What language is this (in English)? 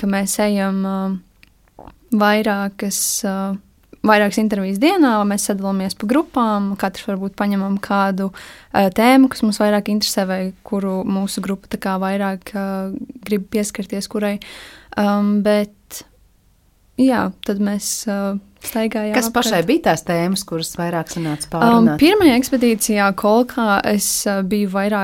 Latvian